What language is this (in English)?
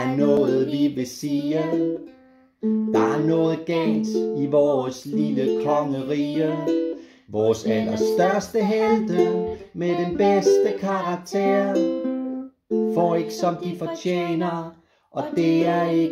Danish